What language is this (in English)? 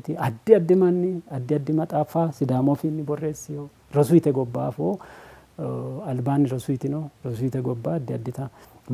Sidamo